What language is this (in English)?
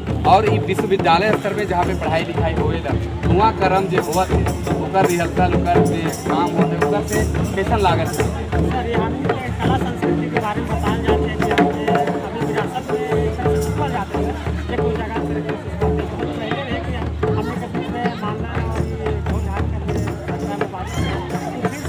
Sadri